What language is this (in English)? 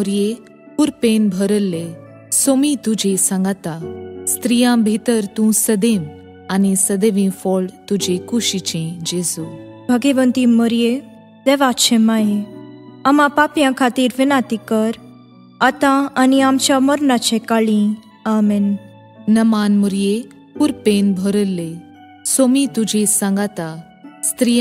Konkani